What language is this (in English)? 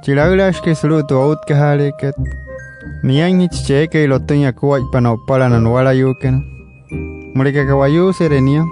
Wayuu